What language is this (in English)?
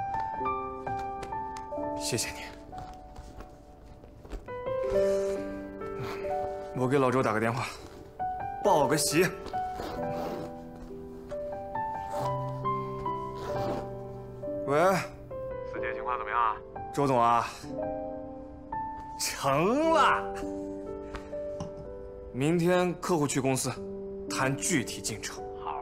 Chinese